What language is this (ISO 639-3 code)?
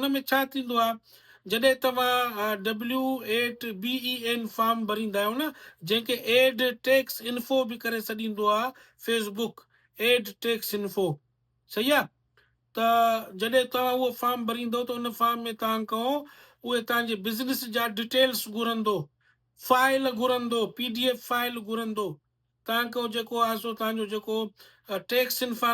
snd